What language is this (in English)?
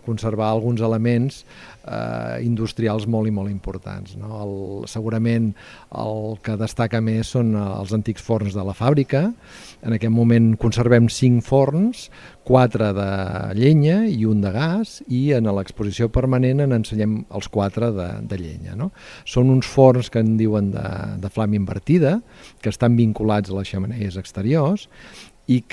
Catalan